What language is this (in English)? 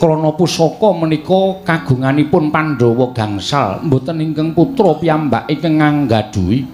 Javanese